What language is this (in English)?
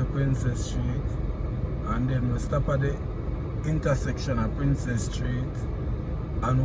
Jamaican Creole English